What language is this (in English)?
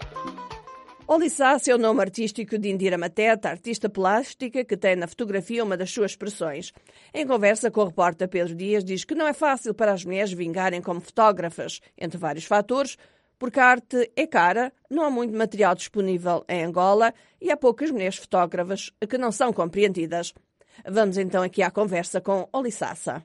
Portuguese